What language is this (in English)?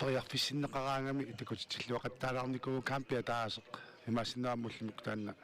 Kalaallisut